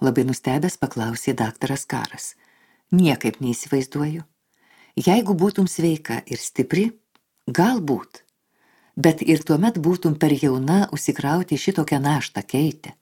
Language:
Lithuanian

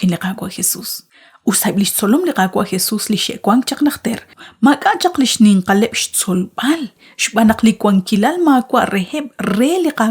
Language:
Kekchí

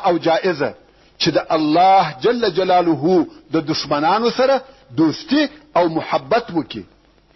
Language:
Pashto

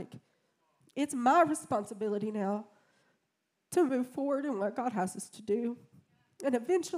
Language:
English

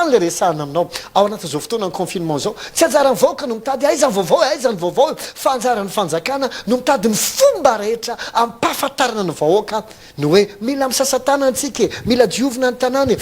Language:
Malagasy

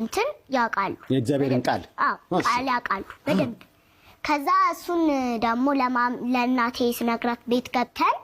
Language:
Amharic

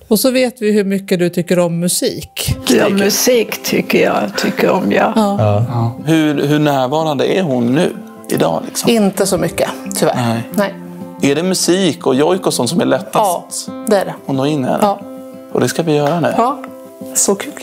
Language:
Swedish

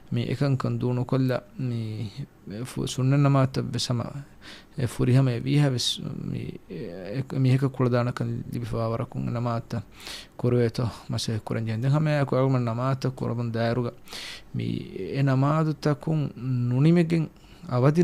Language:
Divehi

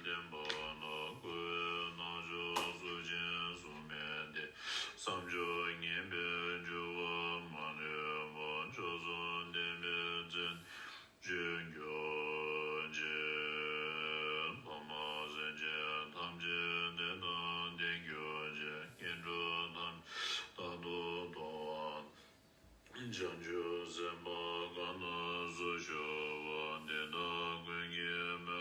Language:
Tibetan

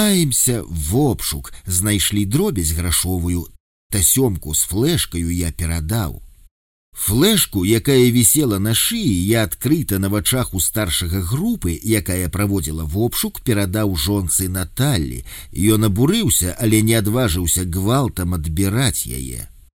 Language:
Belarusian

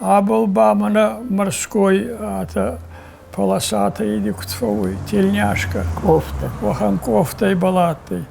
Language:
Ossetic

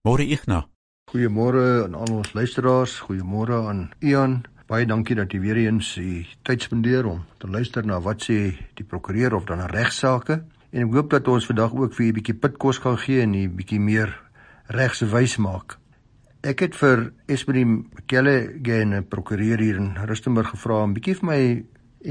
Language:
Afrikaans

